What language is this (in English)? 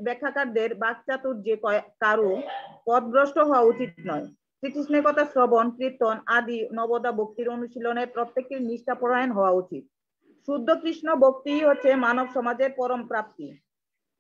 Bangla